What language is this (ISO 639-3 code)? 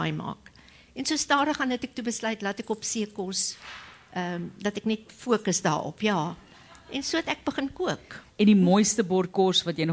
afr